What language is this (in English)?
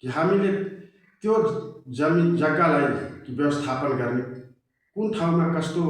Nepali